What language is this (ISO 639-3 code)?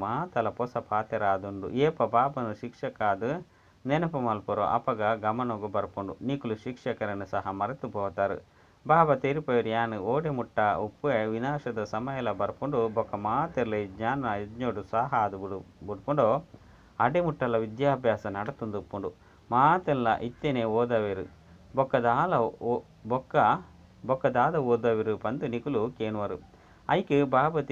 tcy